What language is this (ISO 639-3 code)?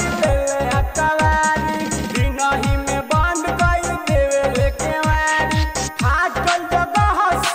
bho